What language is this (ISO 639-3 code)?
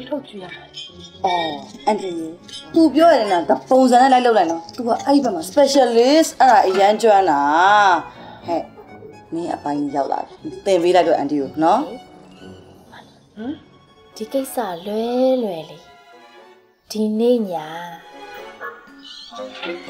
mya